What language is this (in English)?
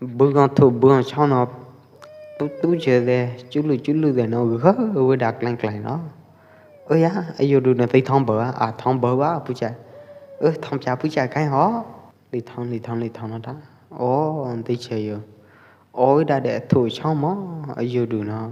Pwo Eastern Karen